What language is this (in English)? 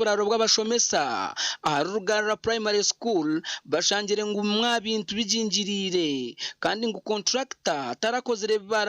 Nyankole